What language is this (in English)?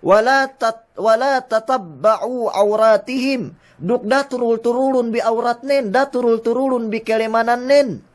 Yakan